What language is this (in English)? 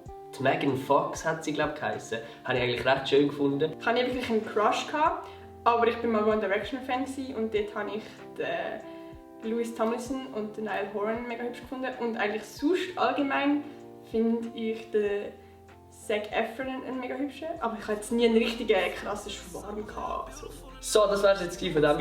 Swiss German